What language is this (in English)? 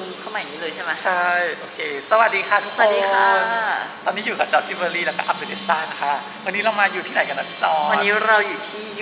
Thai